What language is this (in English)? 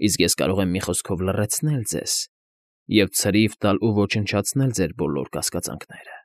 Armenian